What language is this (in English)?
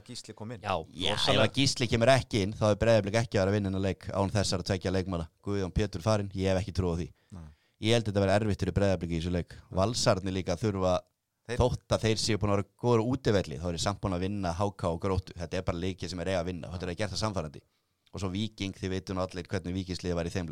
Icelandic